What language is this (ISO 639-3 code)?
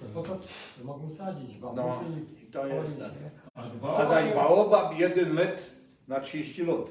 szl